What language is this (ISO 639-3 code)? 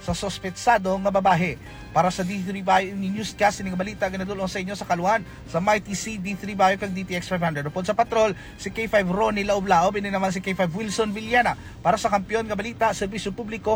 hil